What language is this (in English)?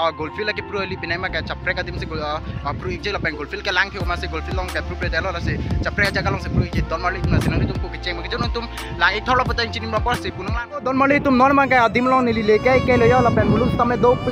Karbi